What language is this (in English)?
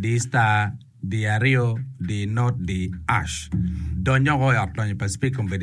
Acoli